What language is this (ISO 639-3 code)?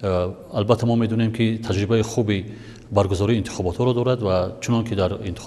tgk